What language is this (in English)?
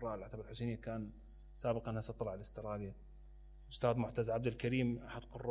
Mesopotamian Arabic